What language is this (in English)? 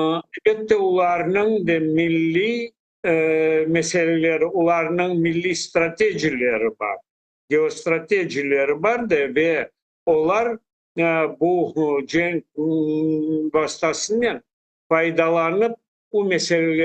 Crimean Tatar